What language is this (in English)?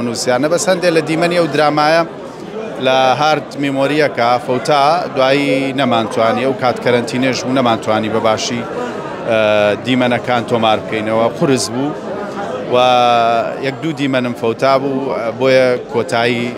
Central Kurdish